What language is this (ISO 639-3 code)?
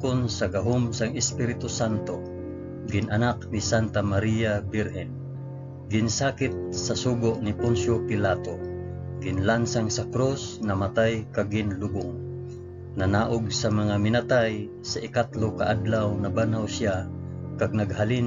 hil